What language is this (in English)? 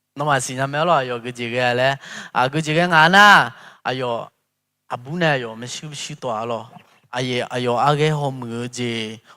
Akha